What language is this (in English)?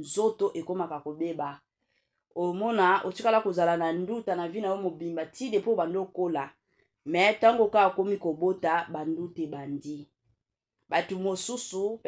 Lingala